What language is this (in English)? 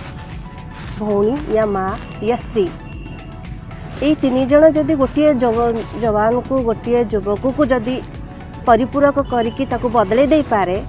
Odia